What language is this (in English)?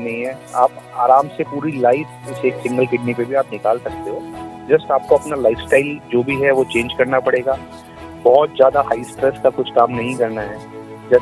Hindi